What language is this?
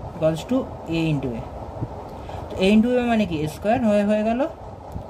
Bangla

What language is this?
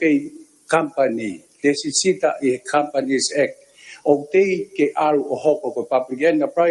Tongan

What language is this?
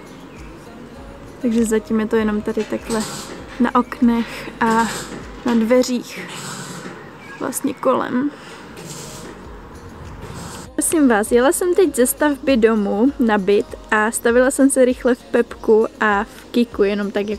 Czech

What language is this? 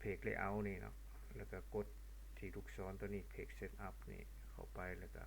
Lao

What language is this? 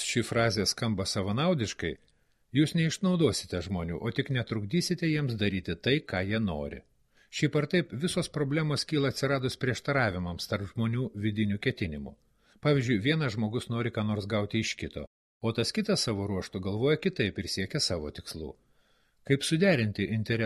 Lithuanian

